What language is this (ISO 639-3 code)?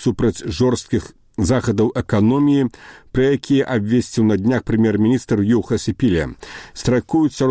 bel